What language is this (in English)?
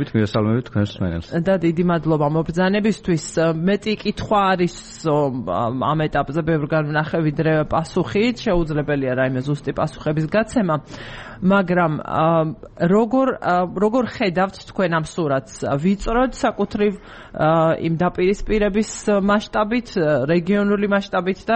Georgian